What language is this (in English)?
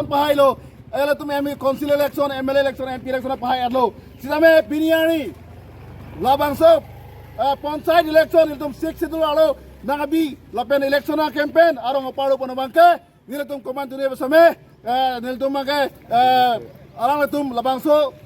Karbi